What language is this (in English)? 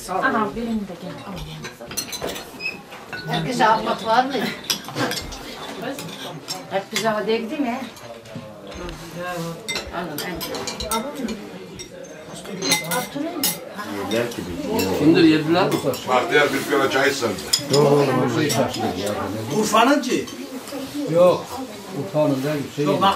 Turkish